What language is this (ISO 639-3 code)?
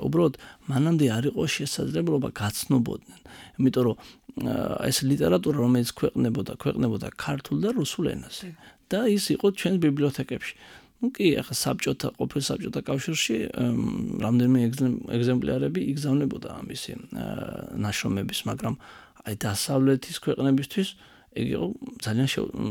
kat